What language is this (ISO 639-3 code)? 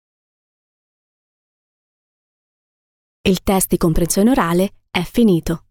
ita